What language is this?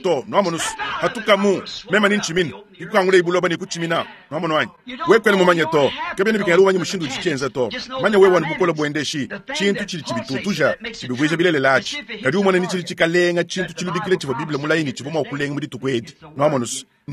Luba-Lulua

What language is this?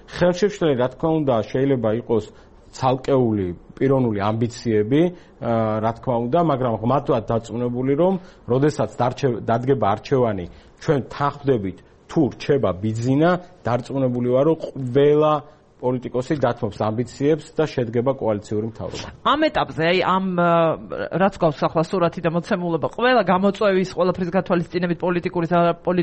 Georgian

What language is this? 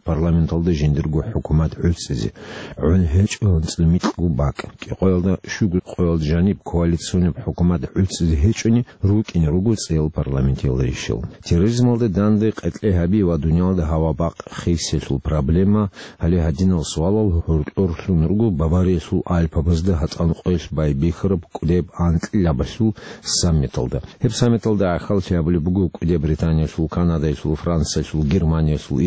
Avaric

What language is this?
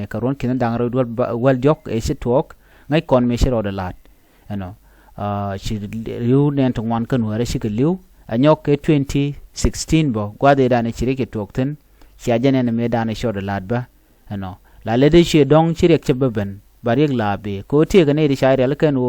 Nuer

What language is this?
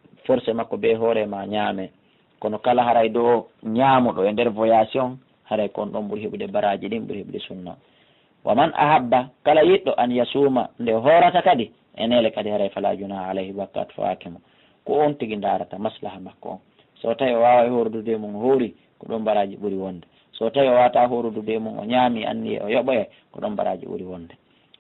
Fula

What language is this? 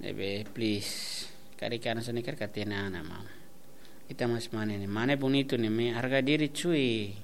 Tetum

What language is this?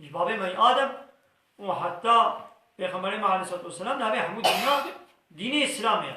Kurdish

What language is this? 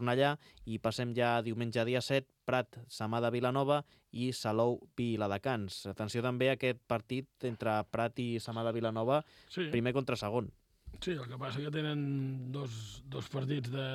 Catalan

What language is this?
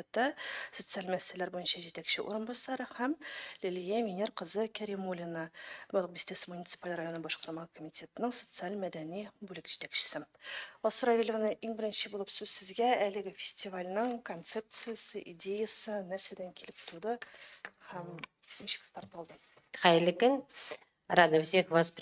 Tatar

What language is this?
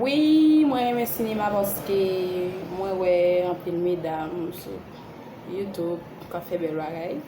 Haitian Creole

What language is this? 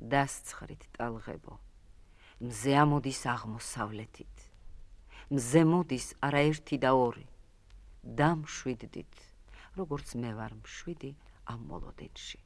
Georgian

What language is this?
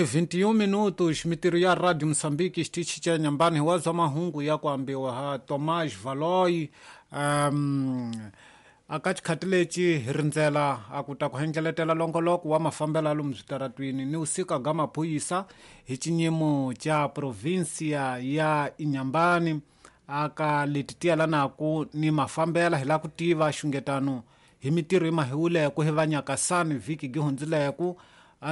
Tsonga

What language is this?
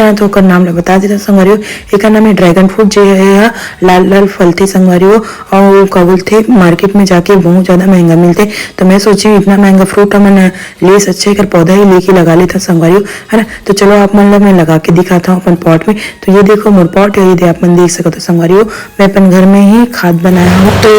Chhattisgarhi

